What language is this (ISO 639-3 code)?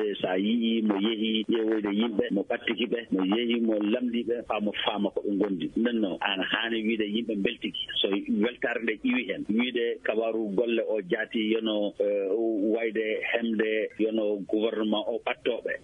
ful